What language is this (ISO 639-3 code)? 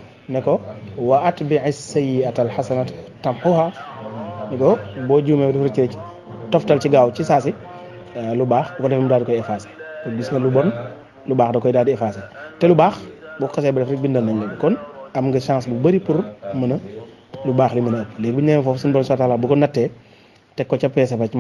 wol